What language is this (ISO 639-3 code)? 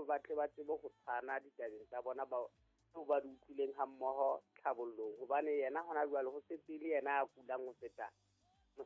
sot